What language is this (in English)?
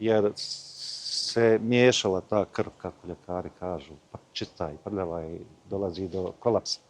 Bosnian